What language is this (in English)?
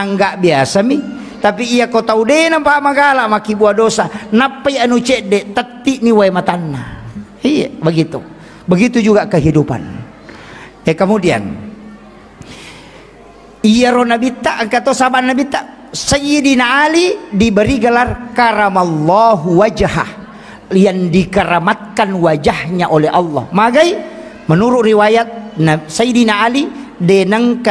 Buginese